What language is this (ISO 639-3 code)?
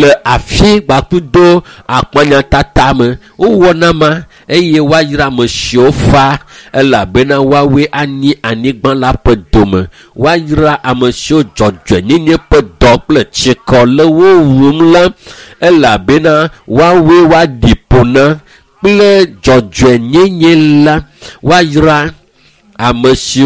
ewe